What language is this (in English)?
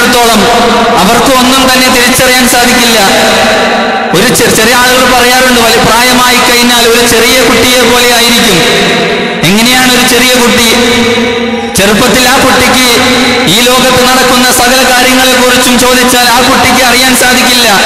Malayalam